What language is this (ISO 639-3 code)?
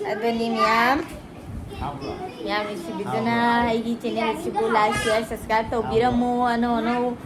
mni